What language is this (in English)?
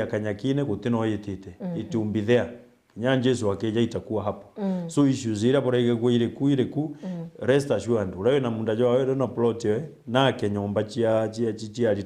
Meru